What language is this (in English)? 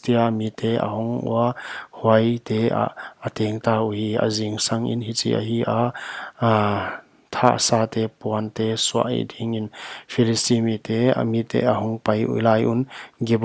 Paite Chin